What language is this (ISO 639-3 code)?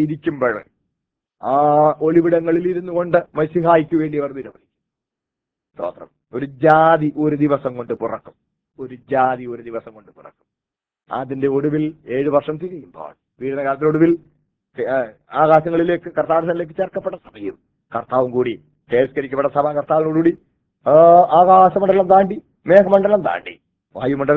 mal